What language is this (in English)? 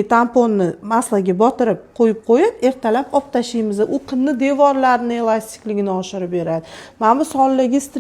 Uzbek